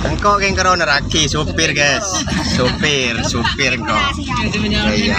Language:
Madurese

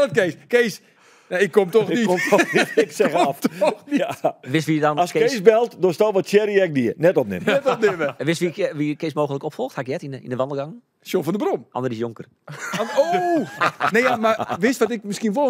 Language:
Western Frisian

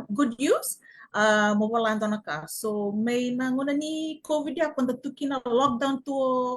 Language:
Fijian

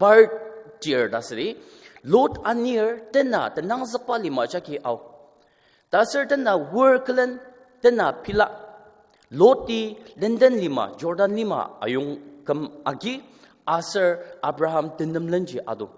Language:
Ao Naga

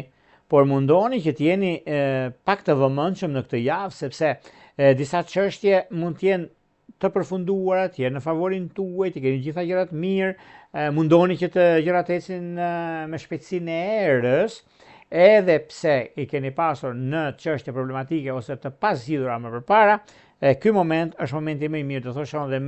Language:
Albanian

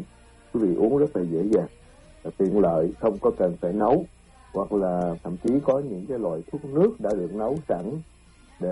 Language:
Vietnamese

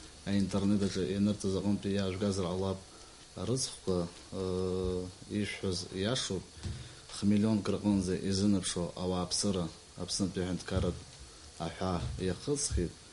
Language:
Abkhazian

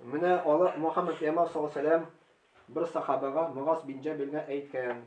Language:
Tatar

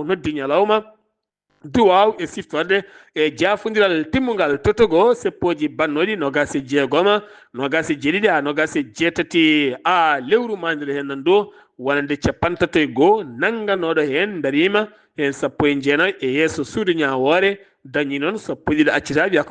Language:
Fula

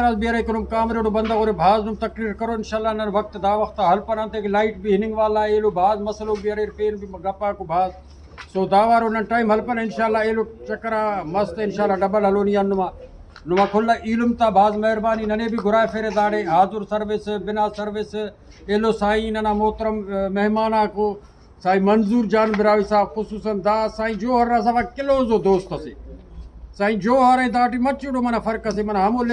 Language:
Brahui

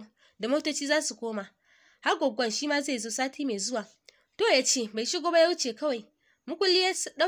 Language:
Hausa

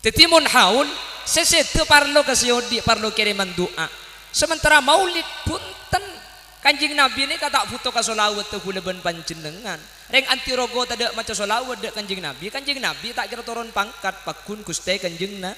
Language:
Madurese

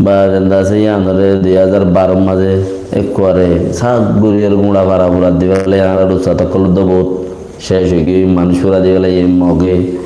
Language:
Rohingya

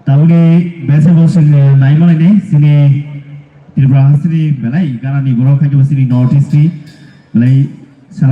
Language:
Kok Borok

